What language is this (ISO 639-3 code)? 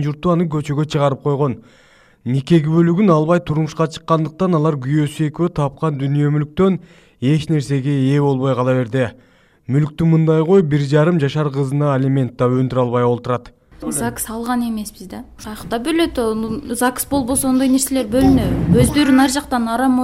kir